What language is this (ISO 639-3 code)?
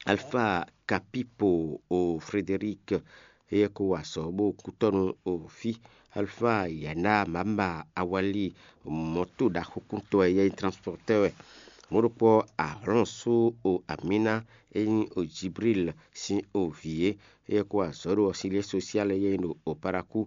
fon